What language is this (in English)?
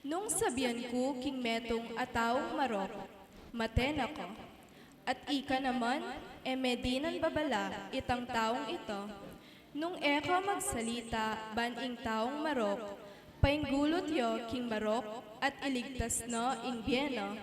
Pampanga